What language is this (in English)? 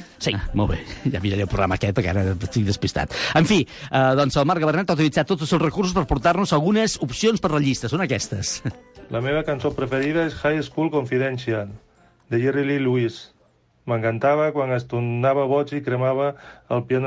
Catalan